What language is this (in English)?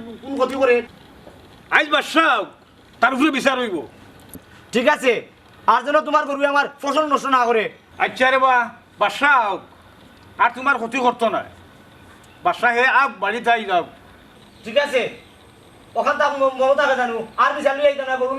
Sylheti